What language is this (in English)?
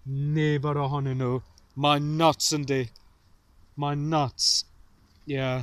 Welsh